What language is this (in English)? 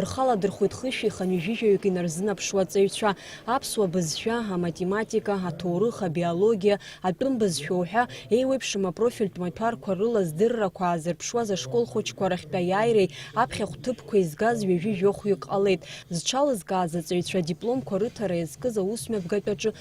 Abkhazian